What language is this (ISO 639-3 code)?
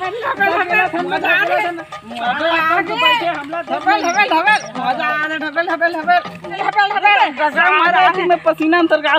hne